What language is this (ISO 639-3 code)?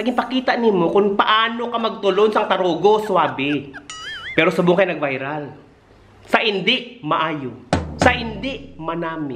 hil